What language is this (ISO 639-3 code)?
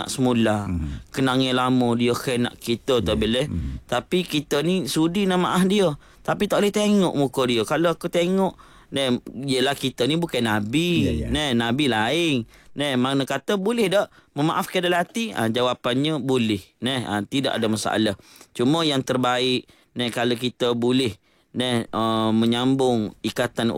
msa